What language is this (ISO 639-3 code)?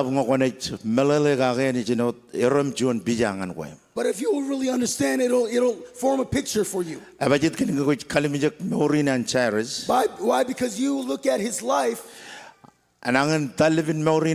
mah